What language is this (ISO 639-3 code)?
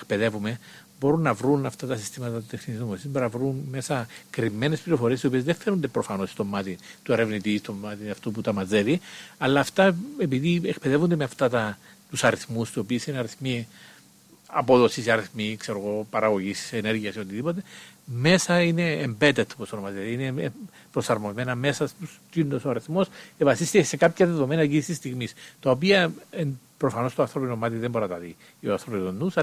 ell